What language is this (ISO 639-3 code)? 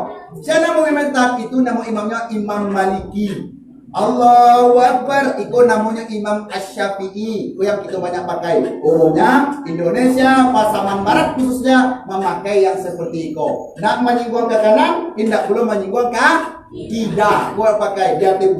min